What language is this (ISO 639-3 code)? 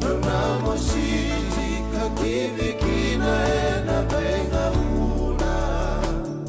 fij